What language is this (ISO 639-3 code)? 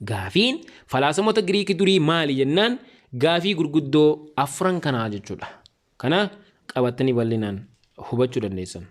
orm